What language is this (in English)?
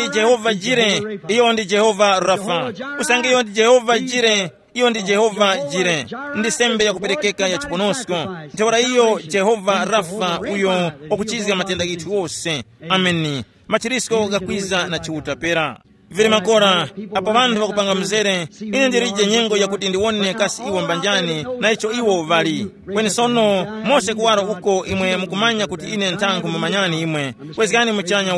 Tumbuka